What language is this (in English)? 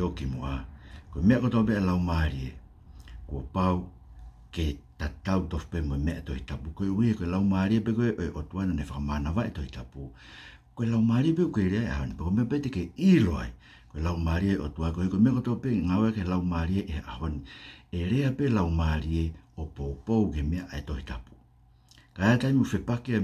Tongan